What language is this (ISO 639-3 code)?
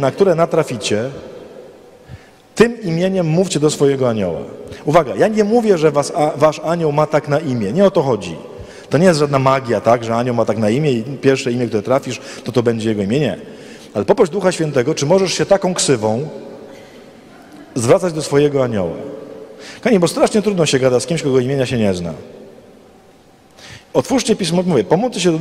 pol